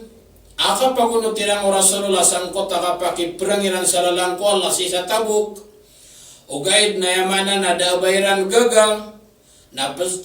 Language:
Maranao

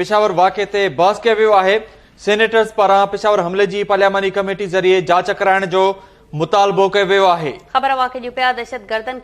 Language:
Sindhi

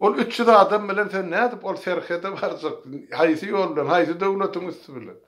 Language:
Turkmen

